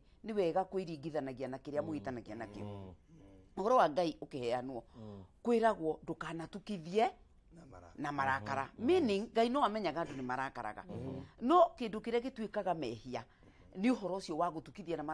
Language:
Kikuyu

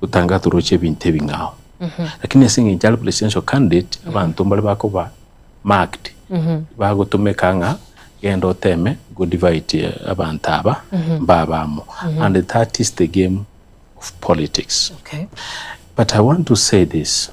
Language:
Gusii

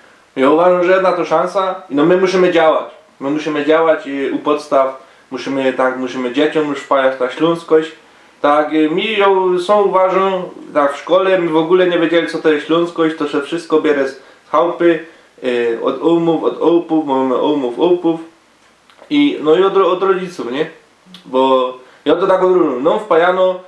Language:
Silesian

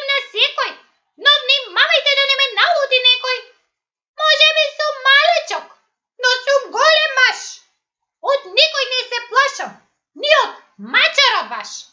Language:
Macedonian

